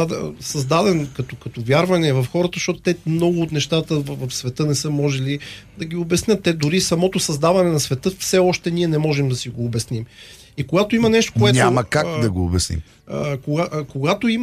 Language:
Bulgarian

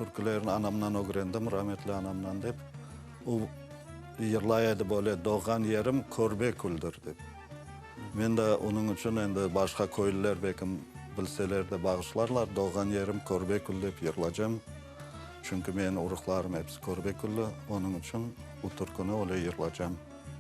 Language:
Crimean Tatar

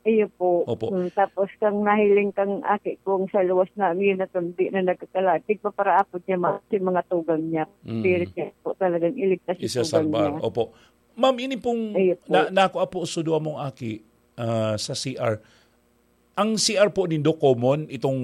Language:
Bikol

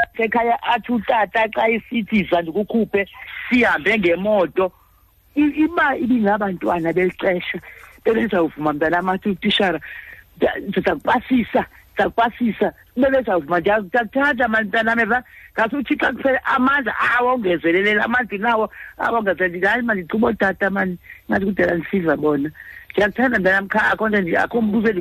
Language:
Xhosa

